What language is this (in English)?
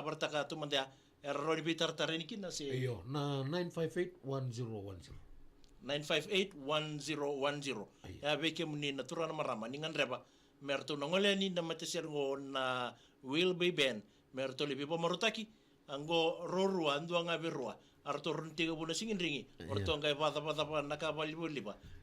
Fijian